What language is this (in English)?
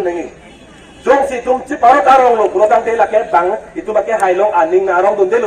Karbi